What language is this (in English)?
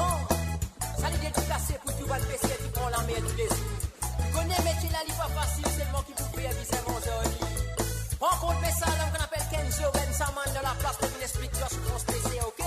Morisyen